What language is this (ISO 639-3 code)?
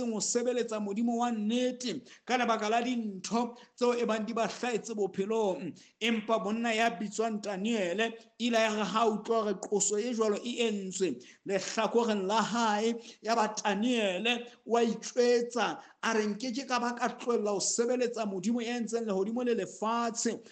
sot